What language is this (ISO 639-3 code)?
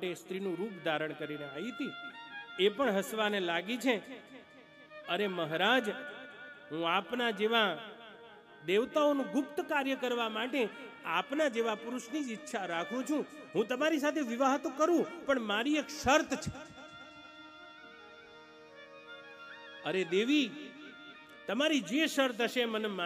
guj